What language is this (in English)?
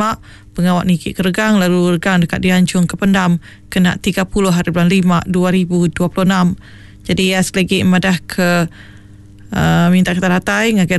Iban